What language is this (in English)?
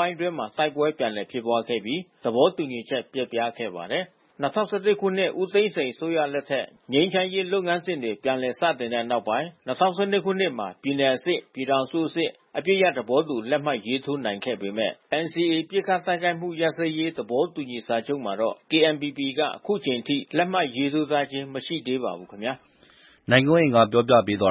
Burmese